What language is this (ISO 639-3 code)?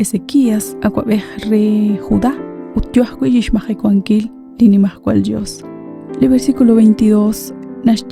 kek